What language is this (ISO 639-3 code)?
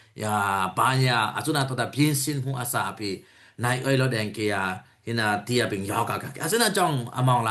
dis